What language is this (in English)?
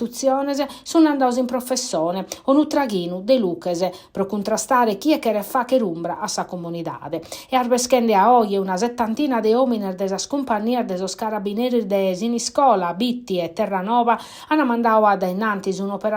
Sardinian